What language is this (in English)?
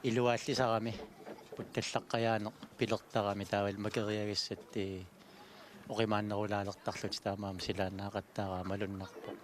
Kalaallisut